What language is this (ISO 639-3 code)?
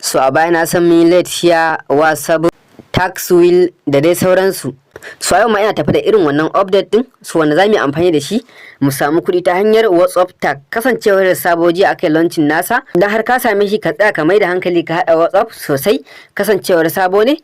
hau